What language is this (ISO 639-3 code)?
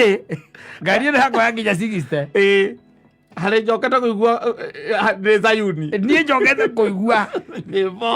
kik